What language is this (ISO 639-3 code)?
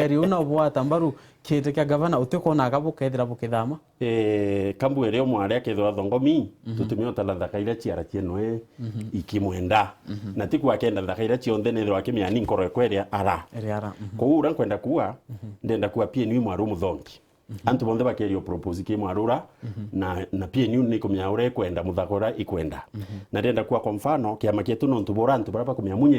mer